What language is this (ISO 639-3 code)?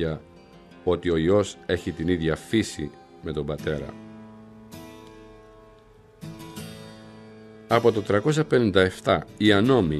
ell